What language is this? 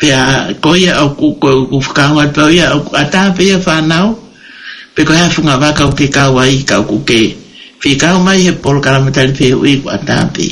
Tongan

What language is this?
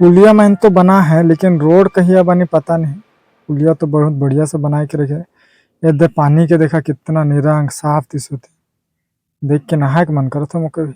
Sadri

